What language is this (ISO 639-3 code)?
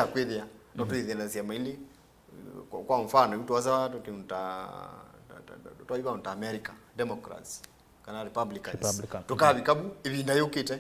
kam